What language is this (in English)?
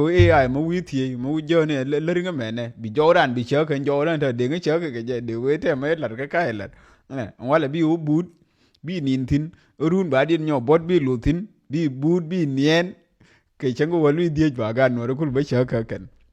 Nuer